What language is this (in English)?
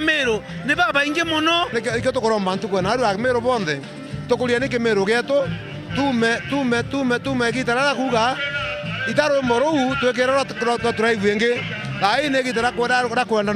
Meru